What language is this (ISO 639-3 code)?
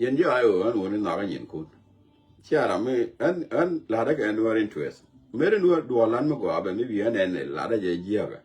nus